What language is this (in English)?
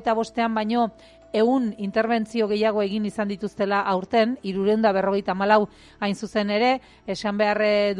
Basque